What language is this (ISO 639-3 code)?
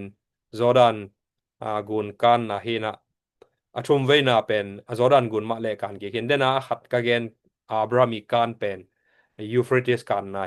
ctd